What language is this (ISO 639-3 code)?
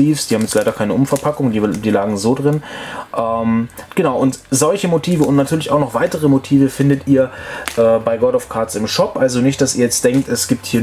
deu